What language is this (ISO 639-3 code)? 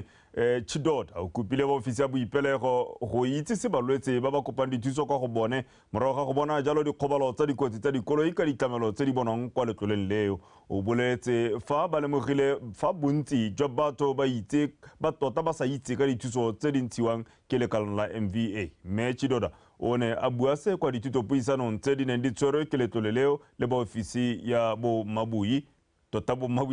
tsn